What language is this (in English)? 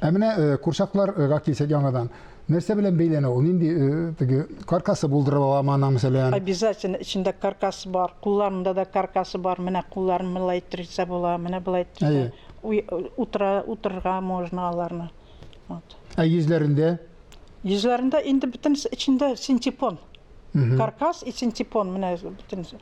Tatar